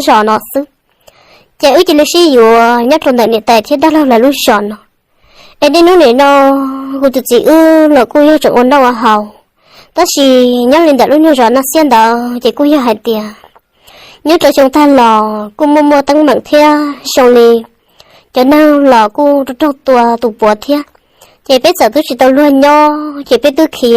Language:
Hmong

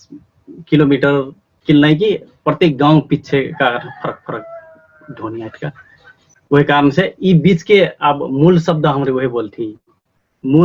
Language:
Dangaura Tharu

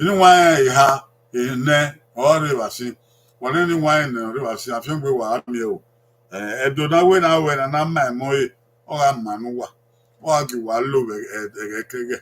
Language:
Bini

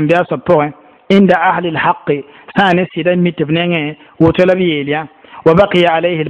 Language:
Mossi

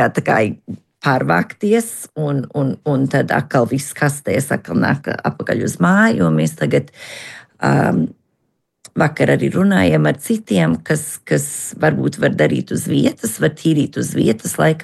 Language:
Latvian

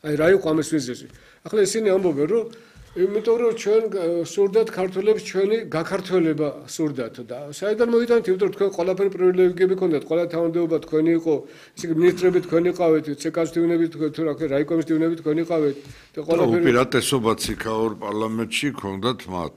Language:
Georgian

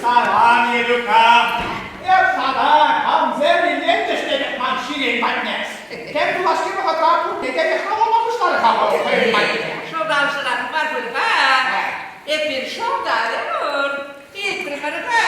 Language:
Chuvash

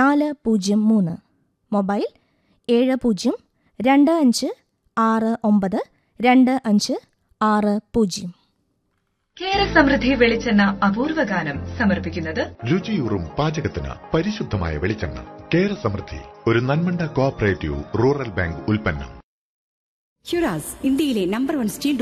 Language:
Malayalam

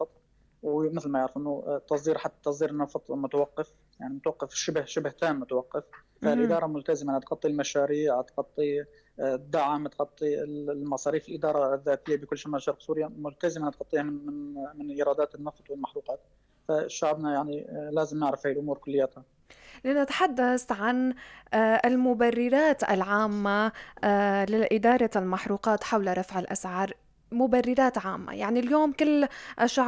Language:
North Levantine Arabic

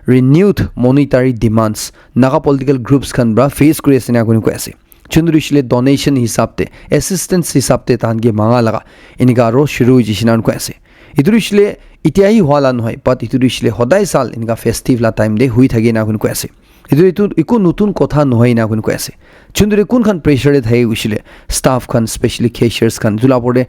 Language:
Naga Pidgin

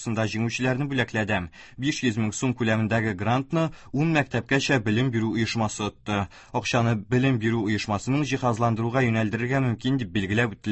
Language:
Tatar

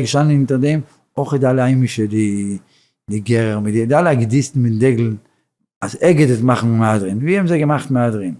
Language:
Yiddish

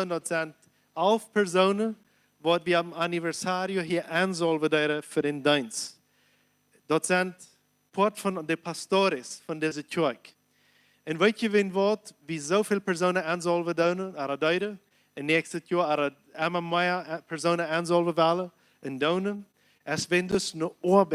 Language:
Plautdietsch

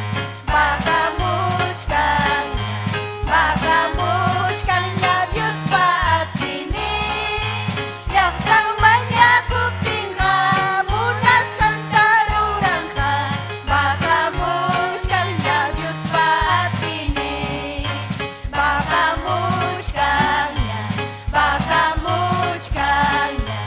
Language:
Ayacucho Quechua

